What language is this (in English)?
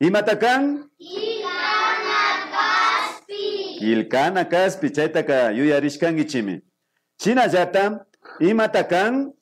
Imbabura Highland Quichua